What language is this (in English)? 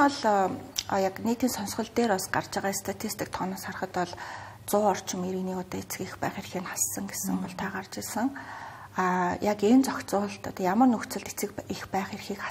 Mongolian